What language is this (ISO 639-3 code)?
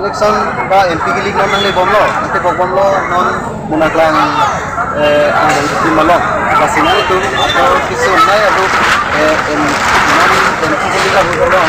mjw